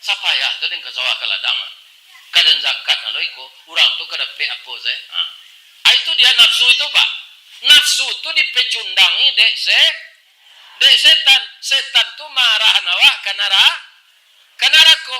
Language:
Minangkabau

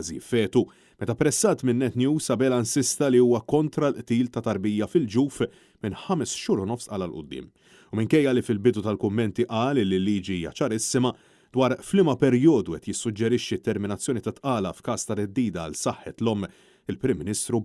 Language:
Maltese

